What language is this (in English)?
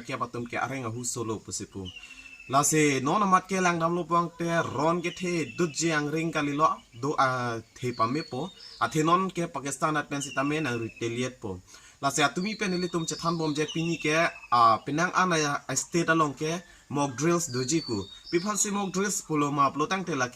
Karbi